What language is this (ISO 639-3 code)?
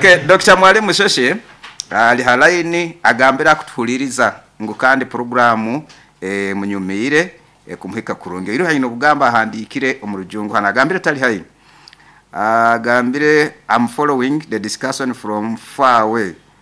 nyo